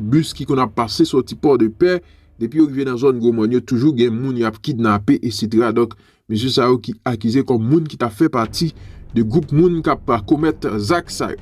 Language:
Haitian Creole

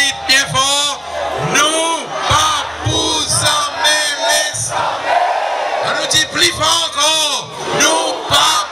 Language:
Seselwa Creole French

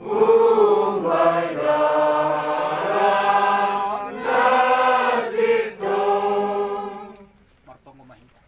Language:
Batak Simalungun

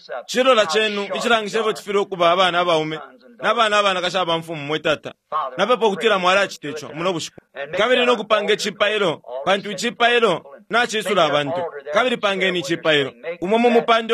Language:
Bemba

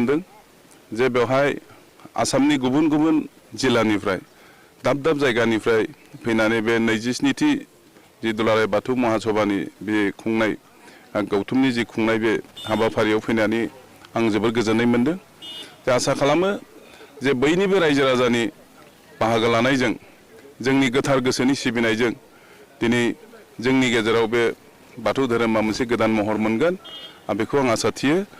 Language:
Bodo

